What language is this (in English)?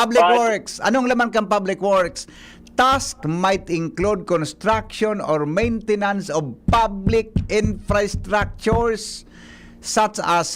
Bikol